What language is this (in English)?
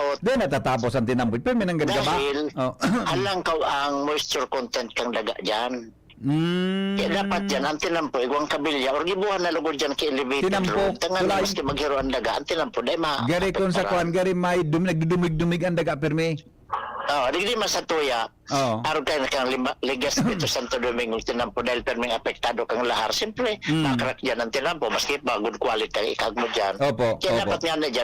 Bikol